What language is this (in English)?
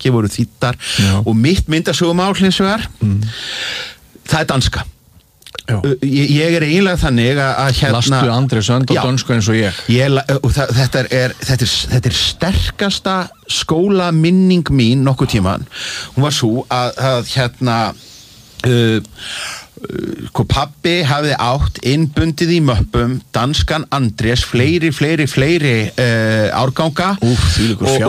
Icelandic